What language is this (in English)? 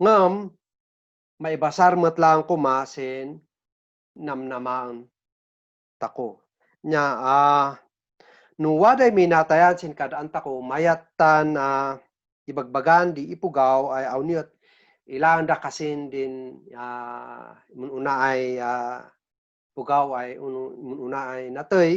Kankanaey